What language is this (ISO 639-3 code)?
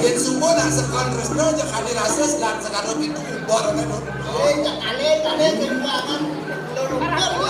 ban